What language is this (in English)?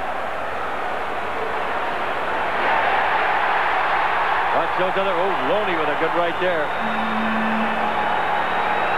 English